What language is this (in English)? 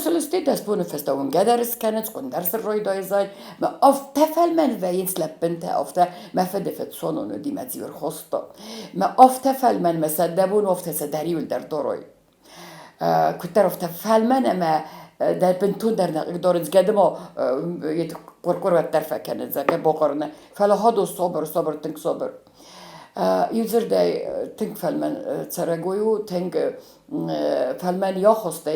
Ossetic